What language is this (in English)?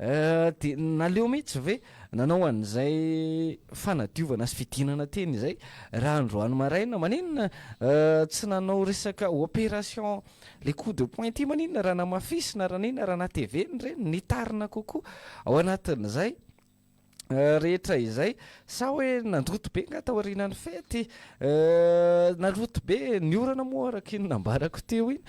Malagasy